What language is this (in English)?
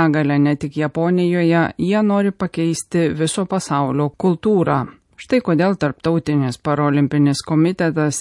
Lithuanian